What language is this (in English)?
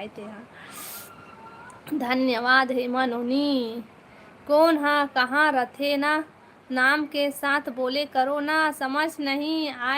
Chhattisgarhi